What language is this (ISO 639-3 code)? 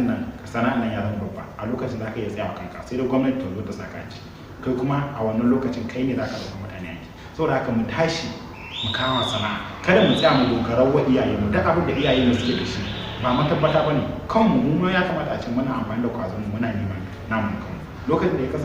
hau